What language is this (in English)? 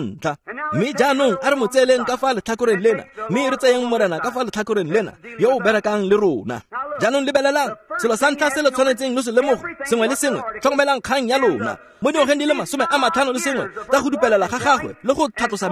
Tswana